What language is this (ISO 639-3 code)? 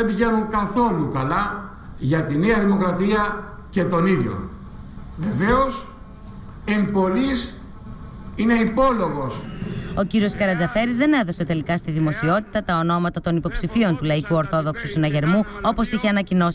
ell